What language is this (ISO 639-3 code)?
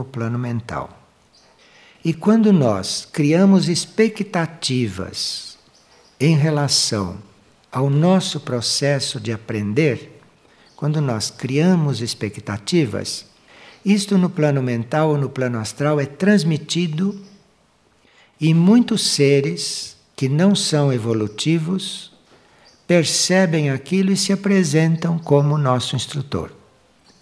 por